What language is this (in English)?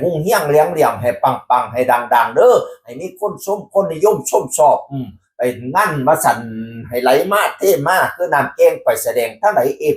Northeastern Thai